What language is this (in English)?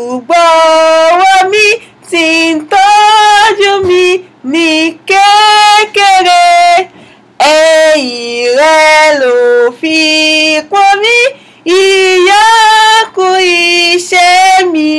Yoruba